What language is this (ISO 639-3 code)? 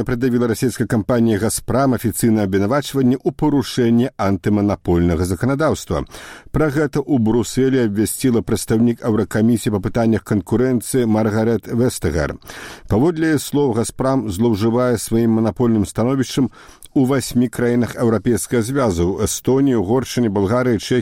bel